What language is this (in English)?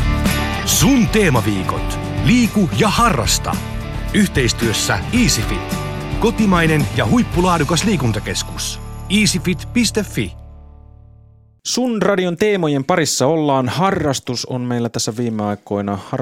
Finnish